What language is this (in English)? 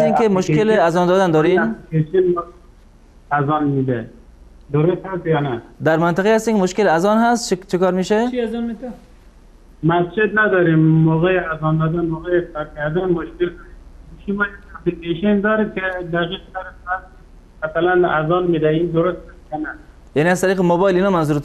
Persian